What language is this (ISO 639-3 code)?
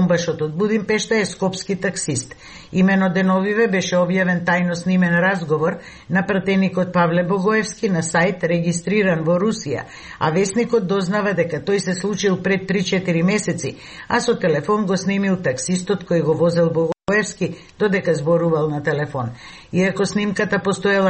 mkd